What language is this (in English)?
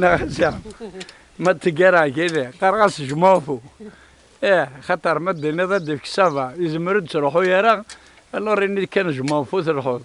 Kabyle